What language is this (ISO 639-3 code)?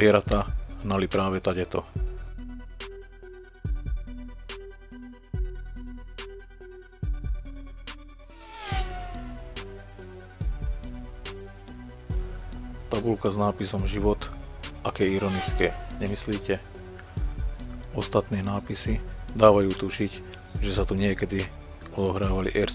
slk